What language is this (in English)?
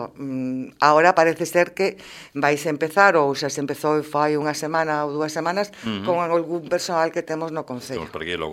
Galician